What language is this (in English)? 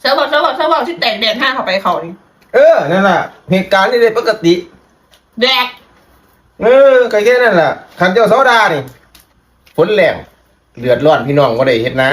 Northeastern Thai